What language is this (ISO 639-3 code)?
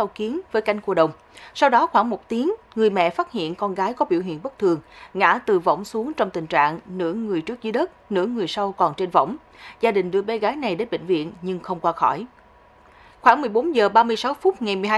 vie